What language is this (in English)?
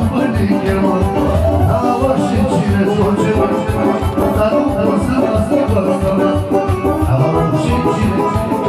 Romanian